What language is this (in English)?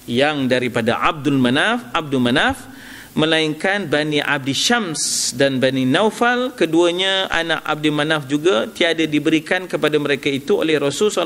Malay